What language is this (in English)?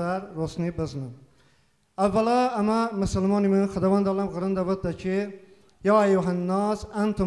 Talysh